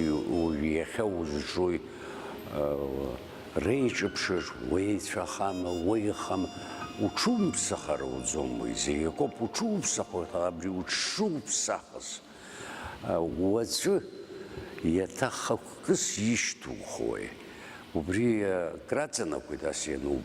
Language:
Abkhazian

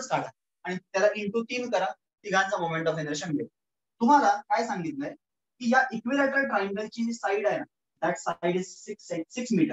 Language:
Marathi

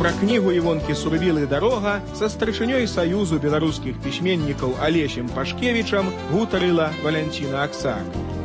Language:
Belarusian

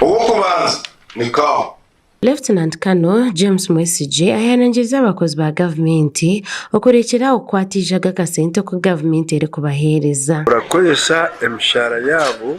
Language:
Nyankole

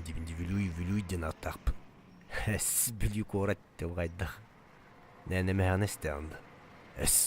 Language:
Yakut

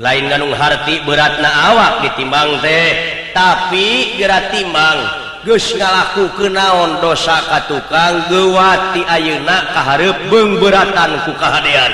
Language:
Sundanese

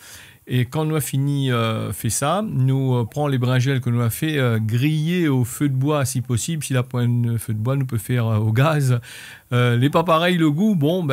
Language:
Réunion Creole French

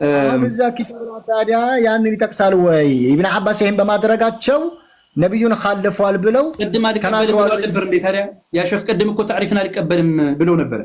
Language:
Amharic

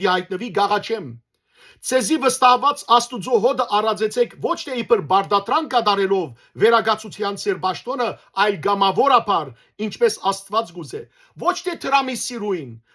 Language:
Western Armenian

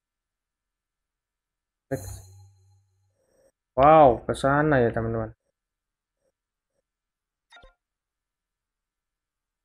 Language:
Indonesian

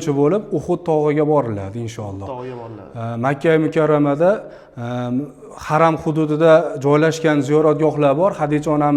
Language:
Uzbek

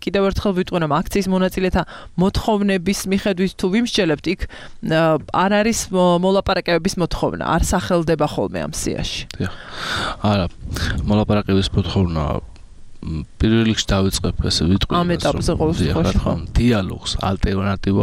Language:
Georgian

